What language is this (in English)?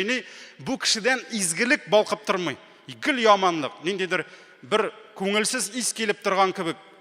Tatar